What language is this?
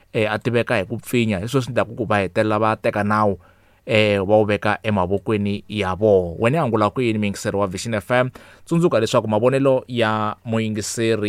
Tsonga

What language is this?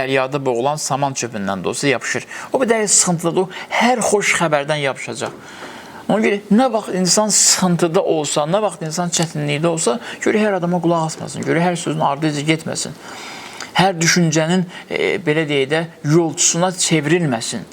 Azerbaijani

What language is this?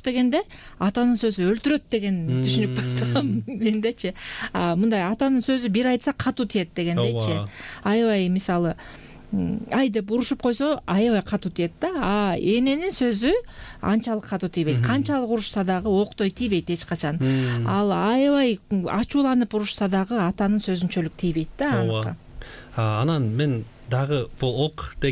Kyrgyz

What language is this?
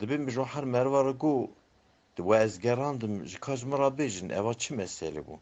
Kurdish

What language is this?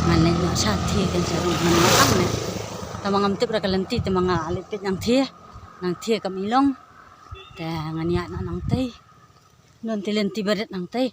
Khasi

